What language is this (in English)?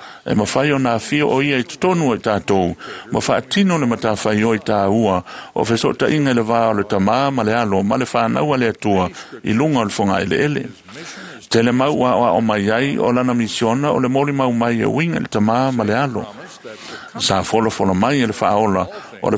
Samoan